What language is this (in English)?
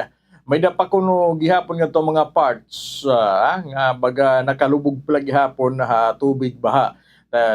Waray